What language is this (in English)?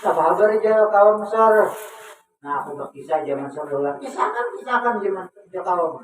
Banjar